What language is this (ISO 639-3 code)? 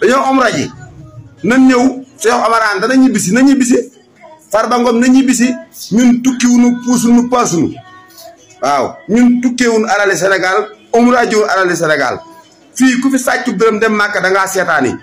wol